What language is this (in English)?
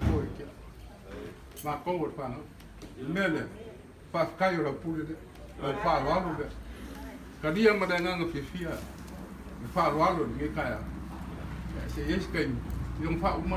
Samoan